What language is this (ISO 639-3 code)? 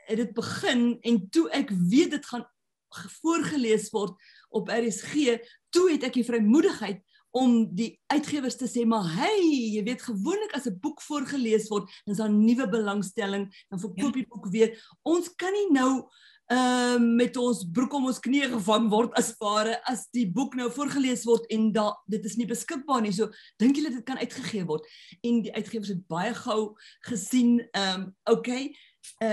afr